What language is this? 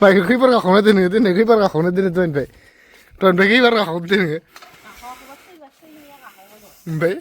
Bodo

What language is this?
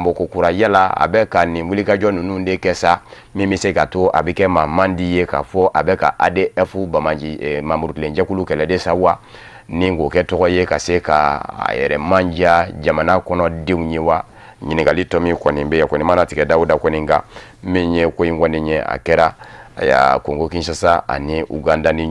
Bambara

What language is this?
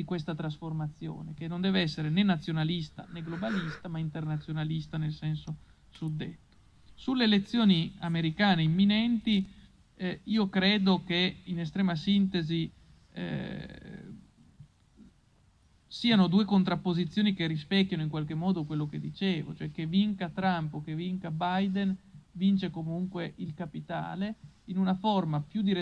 Italian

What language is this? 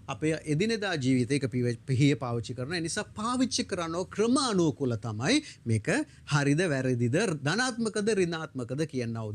Sinhala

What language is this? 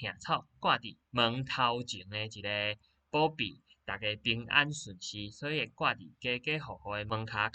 Min Nan Chinese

